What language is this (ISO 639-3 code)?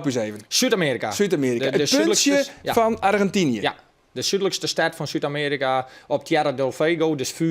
fry